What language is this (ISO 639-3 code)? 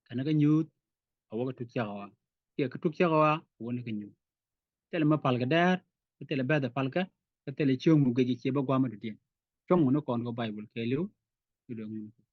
nus